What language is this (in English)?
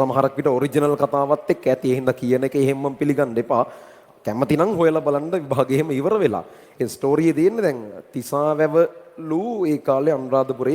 Sinhala